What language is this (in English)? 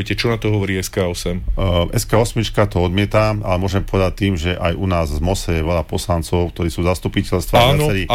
Slovak